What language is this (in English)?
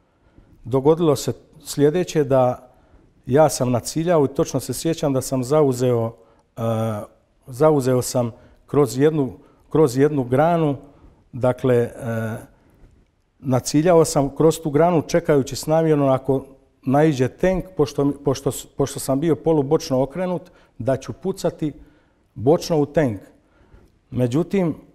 Croatian